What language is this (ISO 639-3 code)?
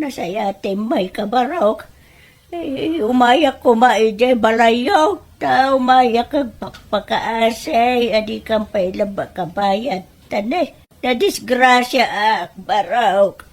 ilo